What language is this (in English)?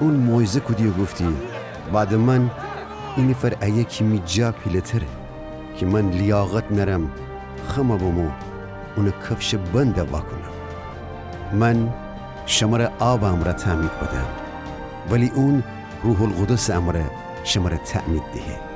Gilaki